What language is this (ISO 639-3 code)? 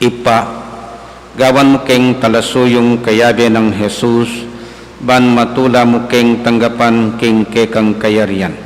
pam